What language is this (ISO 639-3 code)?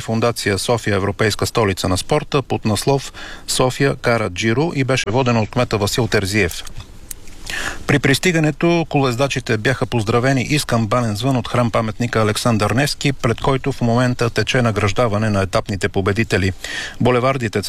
bul